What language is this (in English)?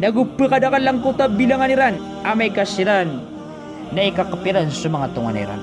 Maranao